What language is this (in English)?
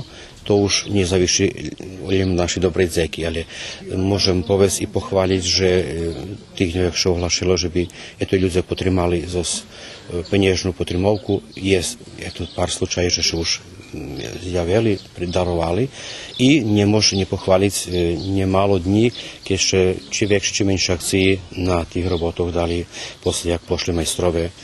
Rusyn